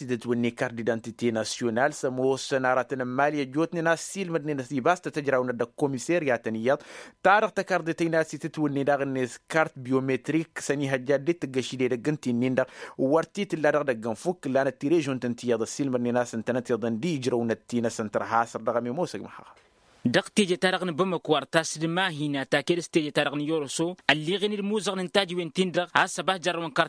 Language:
Tamasheq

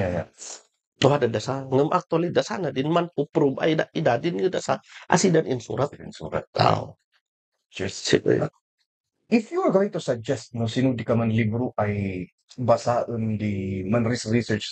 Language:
Kankanaey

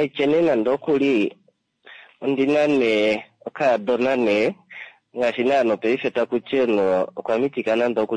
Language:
Kuanyama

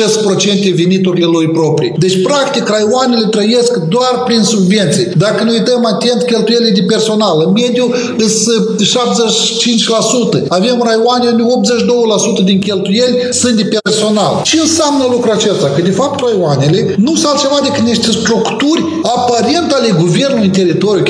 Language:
Romanian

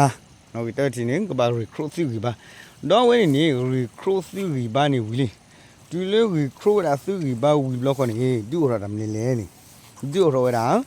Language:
S'gaw Karen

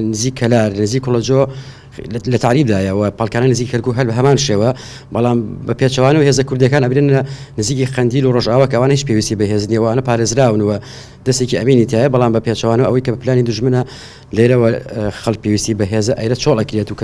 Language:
Central Kurdish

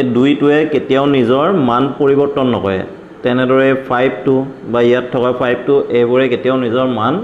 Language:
Assamese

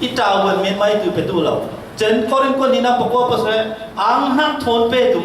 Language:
Falam Chin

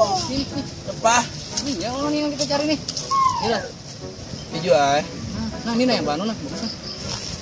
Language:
Banjar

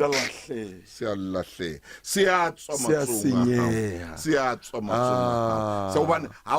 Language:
Southern Sotho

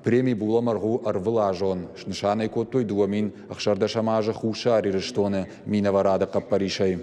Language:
Ossetic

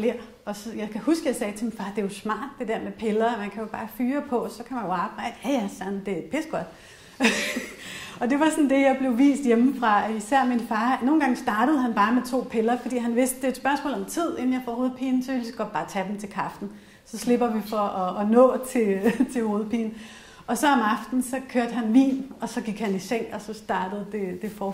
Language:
Danish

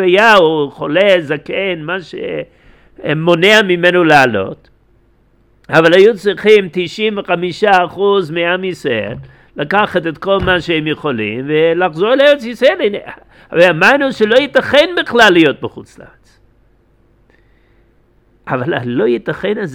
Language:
Hebrew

